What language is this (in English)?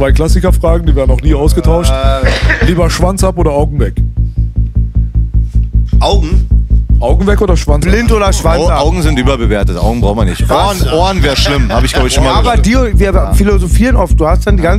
German